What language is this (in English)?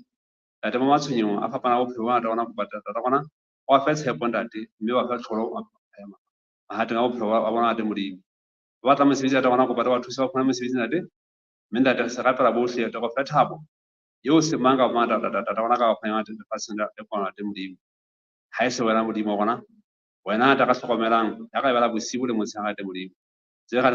Southern Sotho